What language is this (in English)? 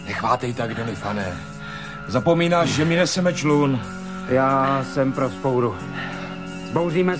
Czech